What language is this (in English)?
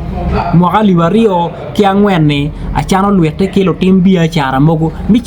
Acoli